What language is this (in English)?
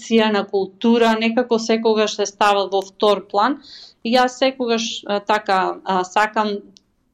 Macedonian